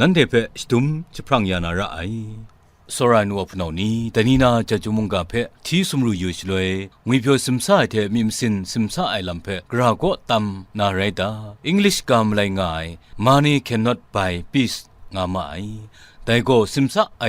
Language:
Kachin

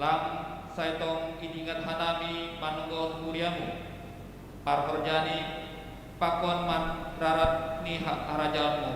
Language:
Batak Simalungun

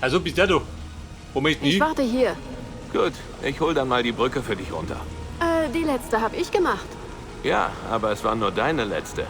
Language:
Bavarian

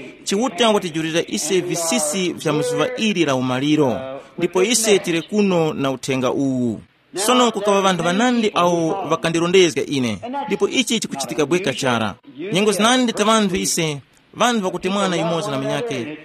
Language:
Tumbuka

